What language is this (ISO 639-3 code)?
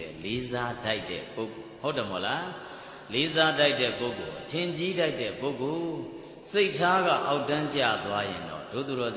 mya